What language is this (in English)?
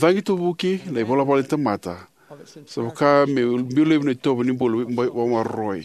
Fijian